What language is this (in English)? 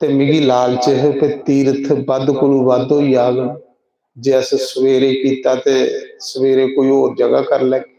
Dogri